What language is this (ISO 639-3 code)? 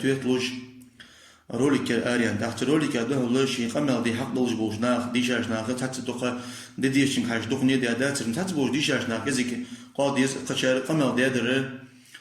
inh